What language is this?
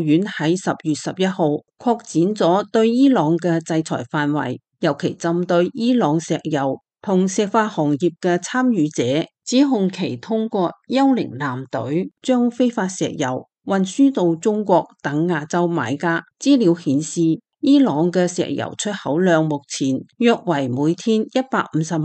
Cantonese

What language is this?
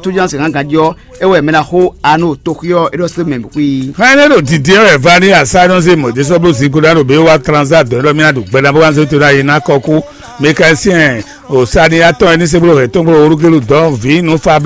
Fon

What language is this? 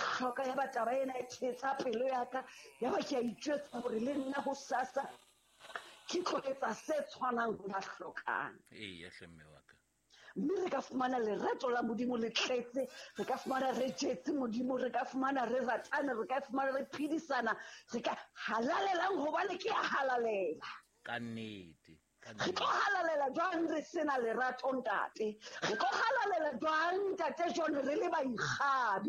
Southern Sotho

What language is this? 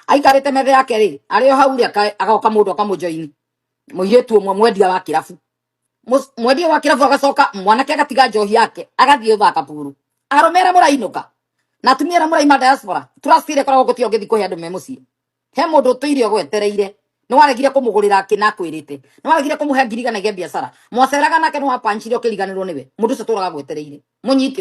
Kikuyu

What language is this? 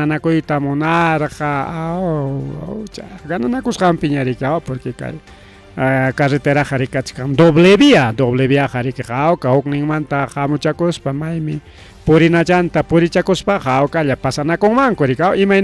Ayacucho Quechua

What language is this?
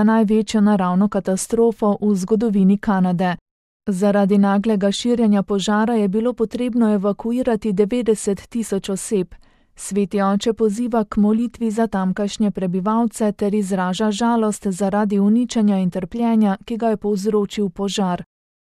Slovenian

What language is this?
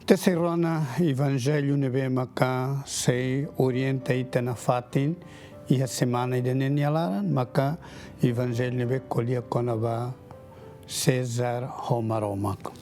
Tetum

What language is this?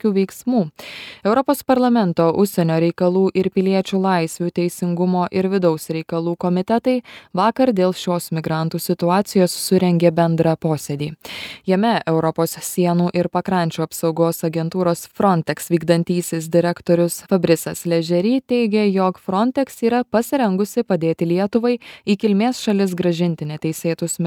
Lithuanian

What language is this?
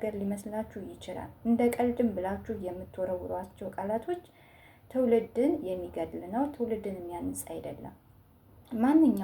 Amharic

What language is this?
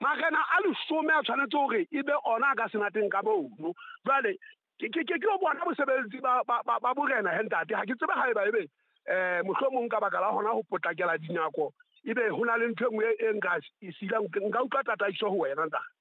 Southern Sotho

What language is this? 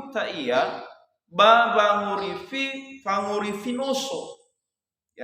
Nias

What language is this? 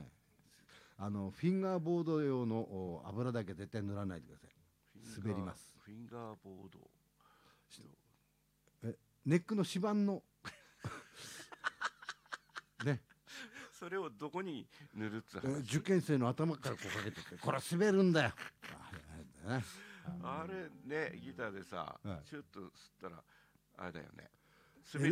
Japanese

